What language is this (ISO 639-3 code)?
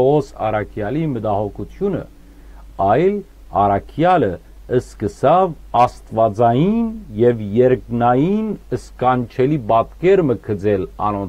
hyw